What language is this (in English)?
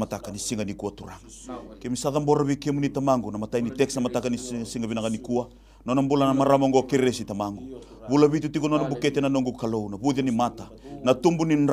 Fijian